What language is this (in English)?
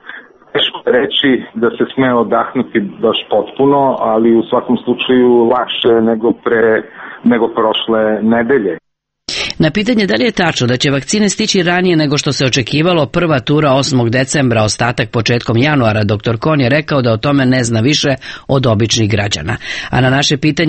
Serbian